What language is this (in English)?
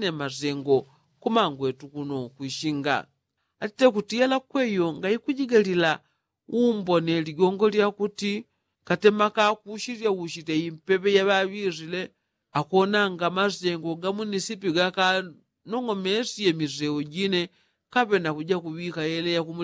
Yao